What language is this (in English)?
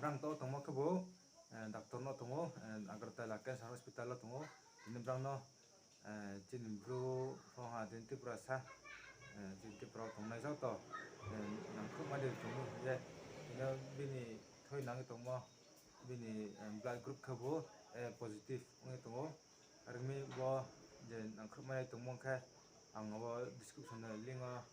Riang (India)